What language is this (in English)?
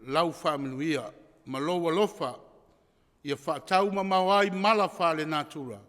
Samoan